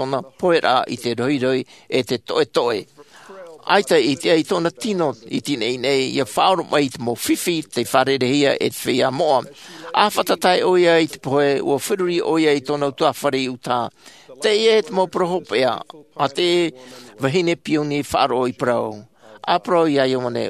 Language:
Tahitian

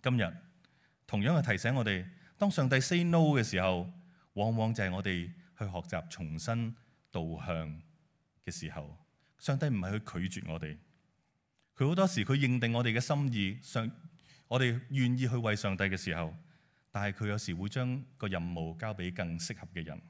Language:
Cantonese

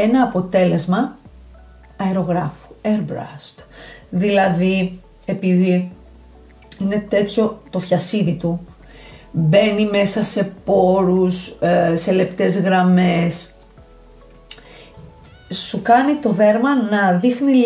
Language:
Greek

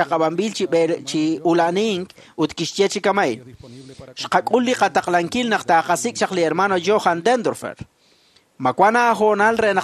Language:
Kekchí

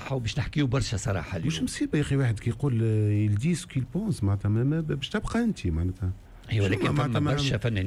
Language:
Tunisian Arabic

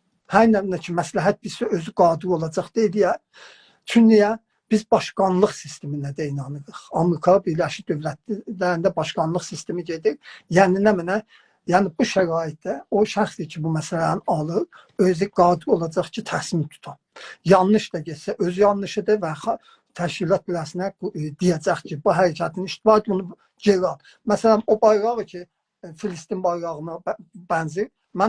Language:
South Azerbaijani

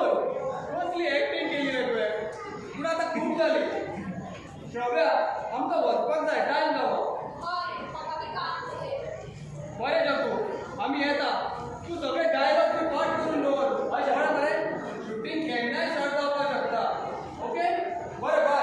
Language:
Konkani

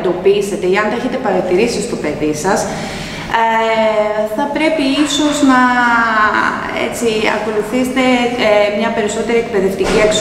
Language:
Greek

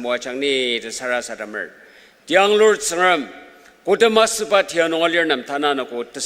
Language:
Ao Naga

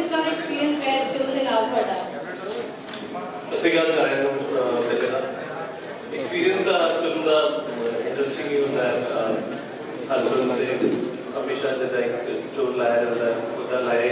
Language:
Punjabi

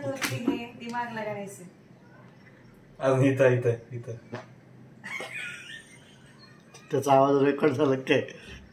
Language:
Marathi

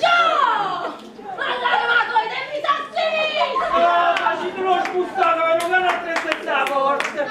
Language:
Neapolitan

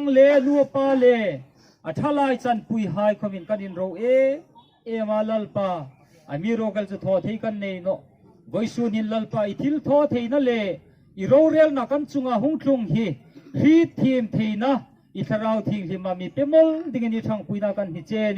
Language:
Hmar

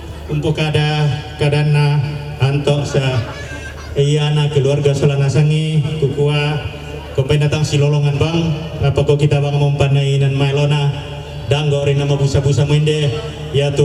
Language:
Toraja-Sa'dan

